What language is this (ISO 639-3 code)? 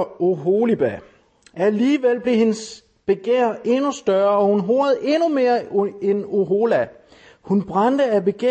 dan